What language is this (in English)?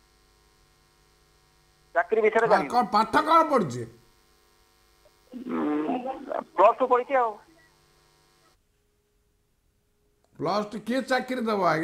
Odia